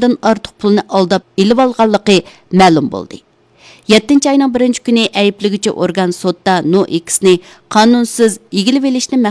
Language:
Uyghur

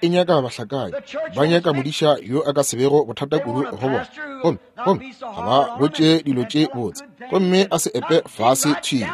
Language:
Northern Sotho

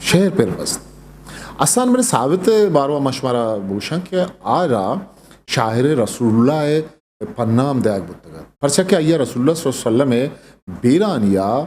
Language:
Eastern Balochi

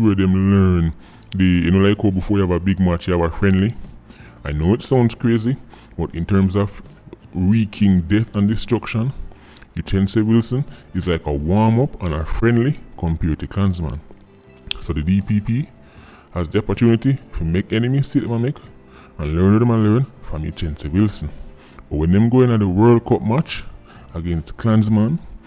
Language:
Jamaican Creole English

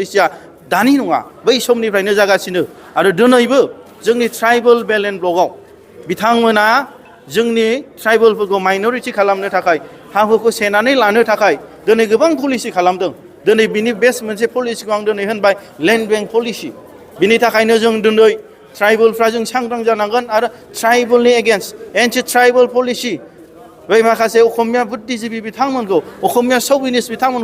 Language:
Bodo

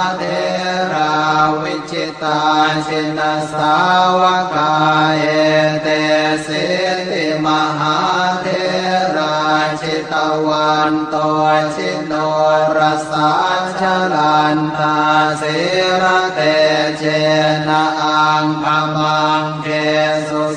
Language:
Pali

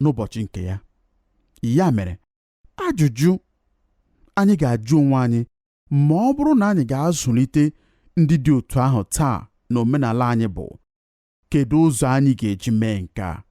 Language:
Igbo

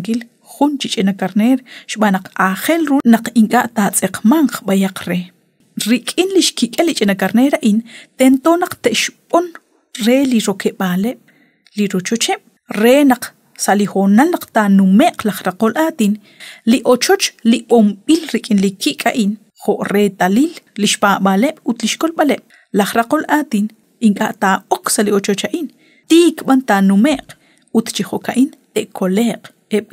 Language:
Kekchí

